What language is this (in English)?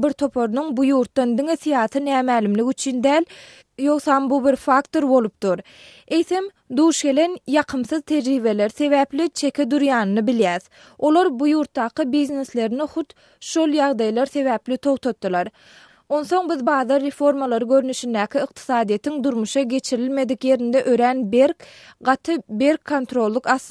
Turkmen